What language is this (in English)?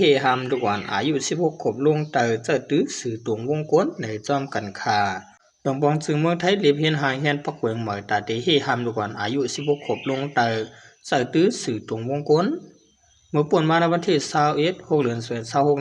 Shan